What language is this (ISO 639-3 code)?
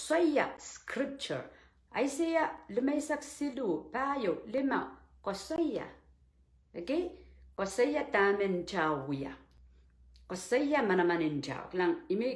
pon